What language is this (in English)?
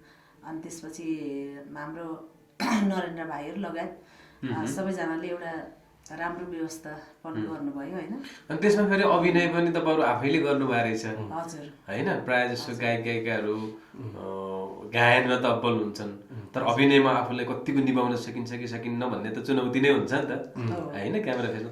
Nepali